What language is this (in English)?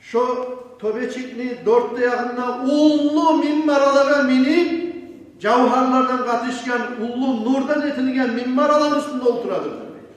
Kumyk